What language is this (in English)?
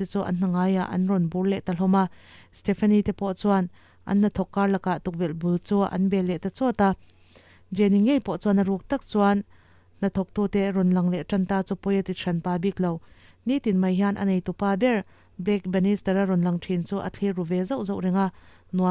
Mizo